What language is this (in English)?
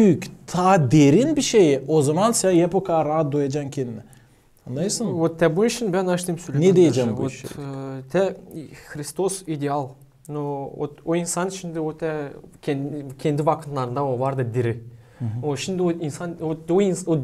Gagauz